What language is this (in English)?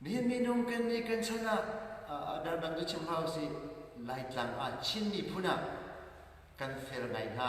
Hakha Chin